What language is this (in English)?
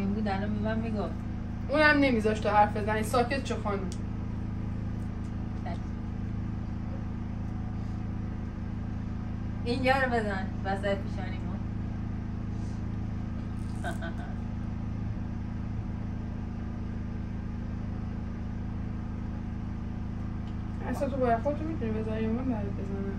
Persian